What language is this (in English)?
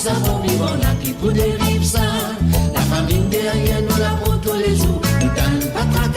Morisyen